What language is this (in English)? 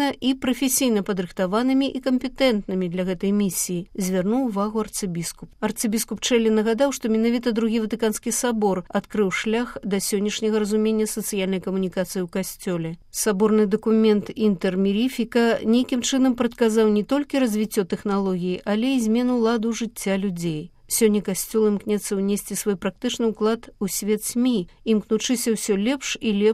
Belarusian